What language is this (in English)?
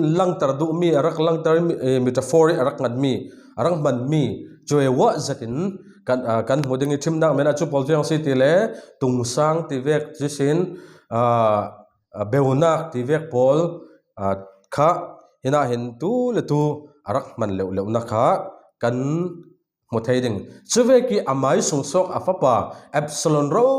Falam Chin